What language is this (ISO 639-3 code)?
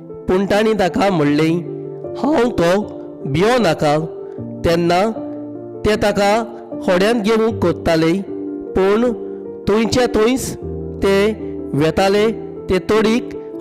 kok